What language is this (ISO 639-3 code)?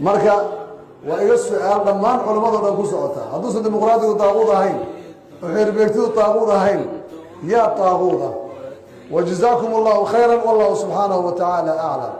som